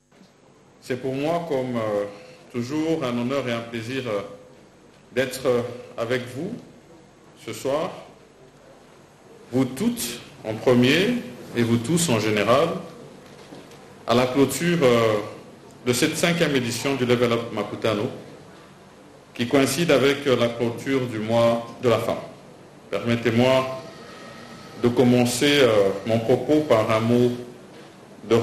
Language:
French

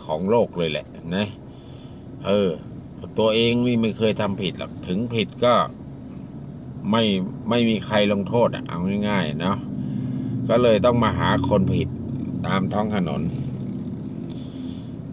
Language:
Thai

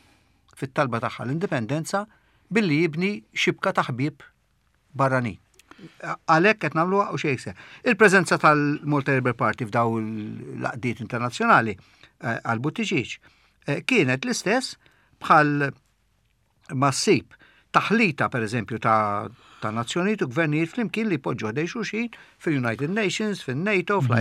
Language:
Maltese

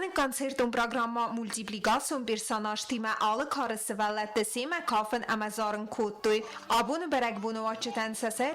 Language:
Ossetic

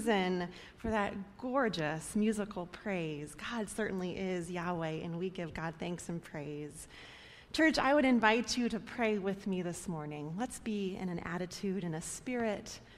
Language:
English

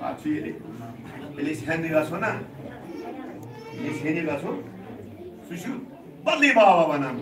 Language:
Kashmiri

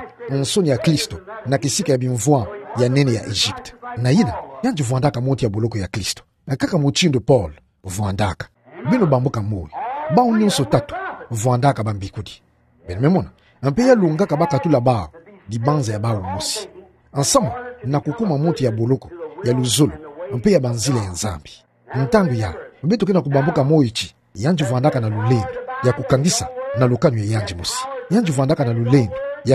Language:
Kituba (Democratic Republic of Congo)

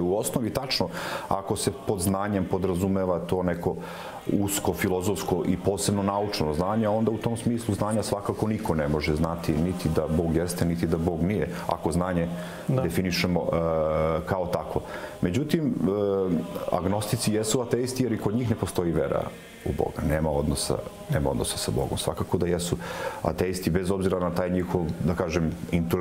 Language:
Serbian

